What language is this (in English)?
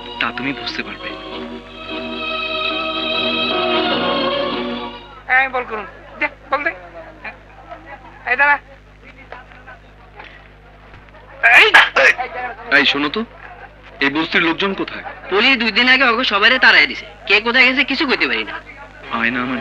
Bangla